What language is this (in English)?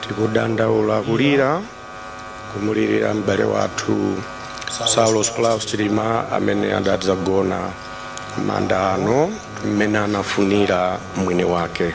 Nyanja